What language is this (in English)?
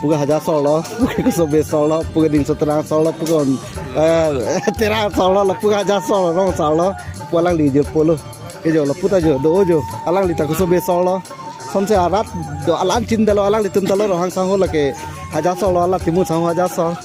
Karbi